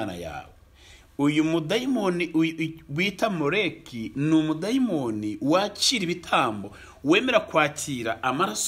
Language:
Kinyarwanda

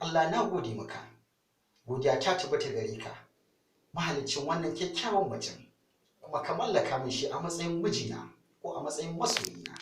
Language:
Hausa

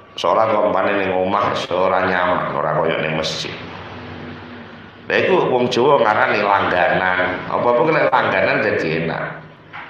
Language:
Javanese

